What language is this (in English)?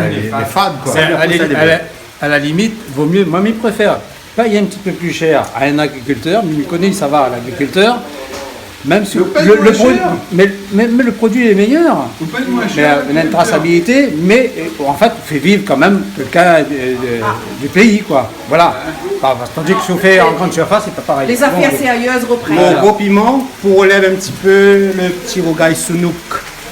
Réunion Creole French